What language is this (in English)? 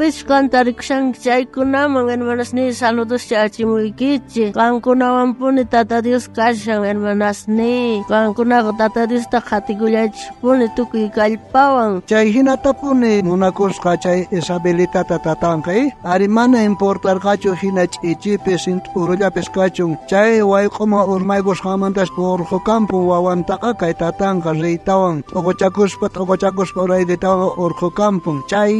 South Bolivian Quechua